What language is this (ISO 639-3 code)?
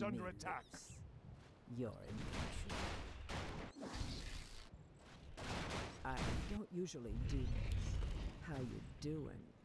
ces